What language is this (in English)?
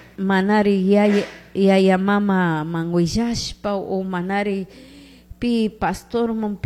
Chimborazo Highland Quichua